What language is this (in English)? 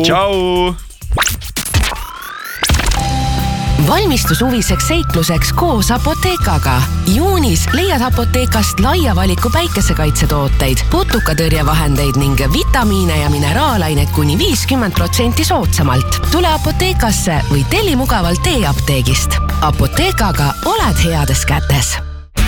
Estonian